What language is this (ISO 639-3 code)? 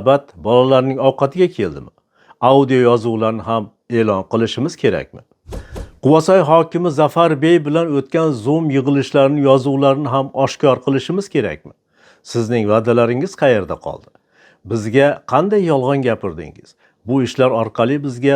uzb